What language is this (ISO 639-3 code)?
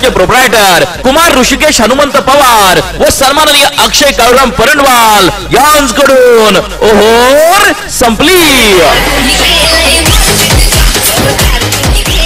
mar